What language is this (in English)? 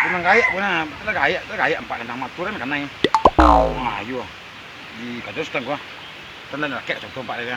Minangkabau